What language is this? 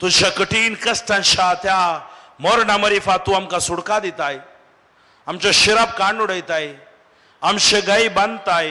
Konkani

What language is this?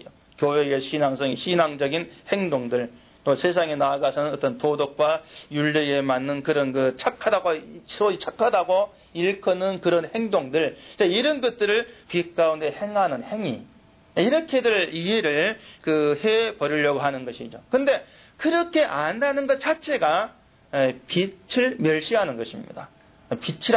Korean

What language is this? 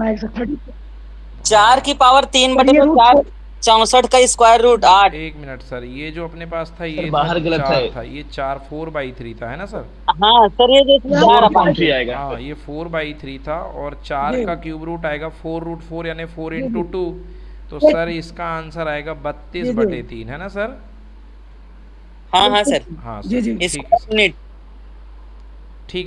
Hindi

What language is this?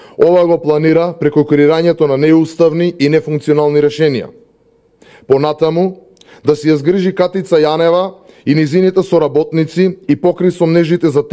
Macedonian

